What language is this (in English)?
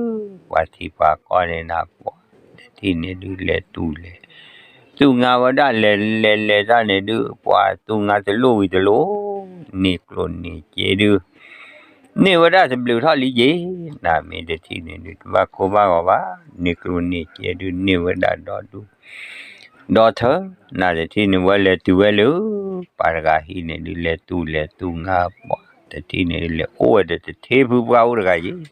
S'gaw Karen